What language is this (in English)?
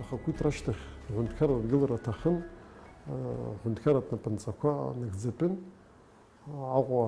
Abkhazian